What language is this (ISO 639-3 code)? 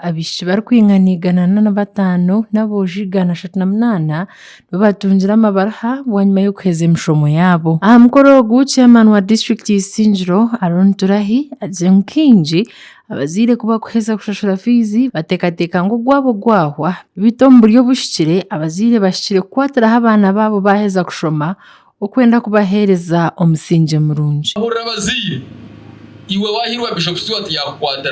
nyn